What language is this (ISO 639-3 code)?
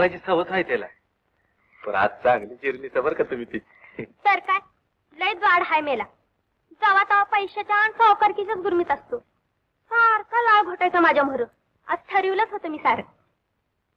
mar